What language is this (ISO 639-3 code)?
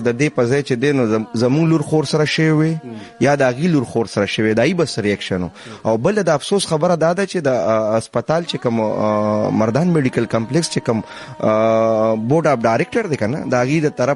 pus